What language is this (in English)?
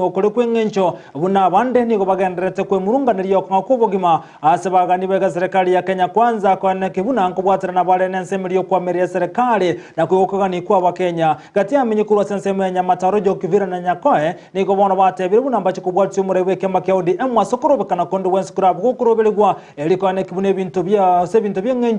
Gusii